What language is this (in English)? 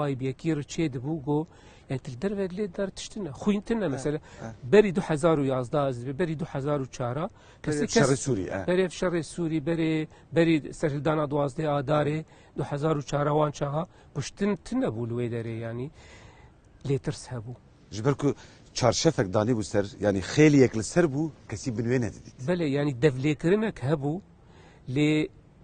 Kurdish